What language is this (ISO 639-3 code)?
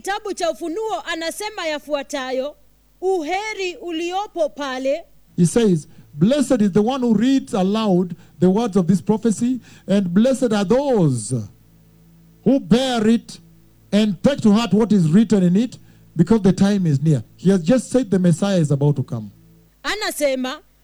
swa